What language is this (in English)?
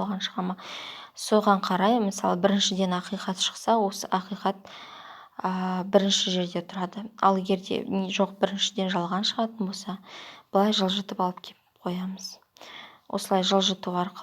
Kazakh